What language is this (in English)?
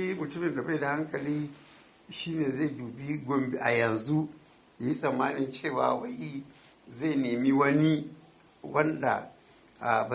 Hausa